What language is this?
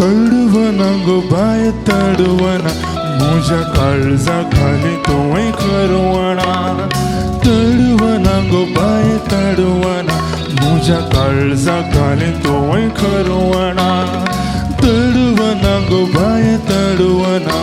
Konkani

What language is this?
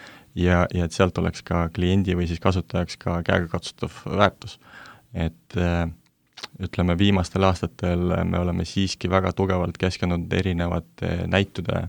Estonian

